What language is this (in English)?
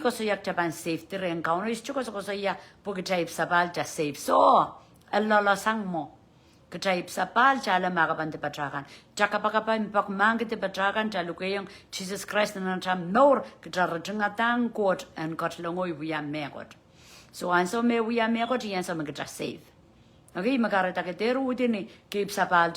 Pohnpeian